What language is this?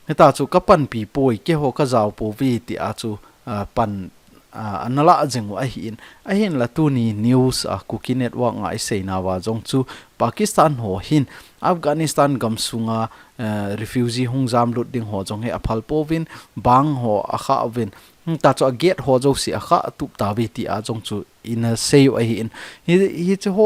Thado Chin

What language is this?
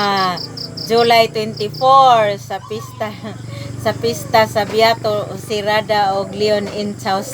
Cebuano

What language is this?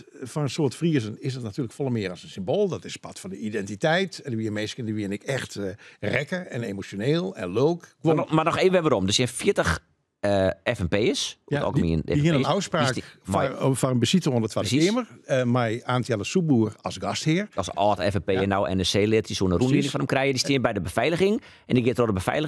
Western Frisian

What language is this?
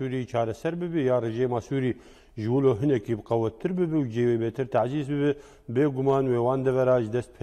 Kurdish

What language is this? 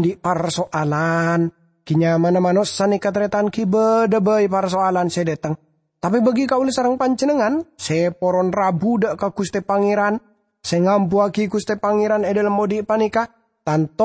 Madurese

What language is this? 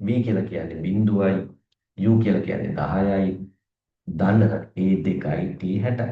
Sinhala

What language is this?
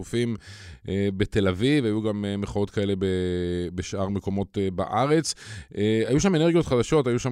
Hebrew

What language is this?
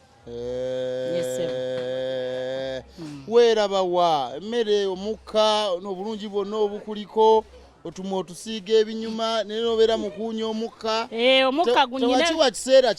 Ganda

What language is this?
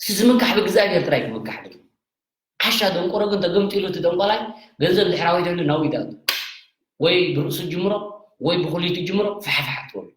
Tigrinya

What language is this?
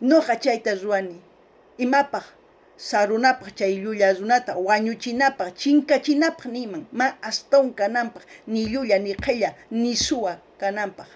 South Bolivian Quechua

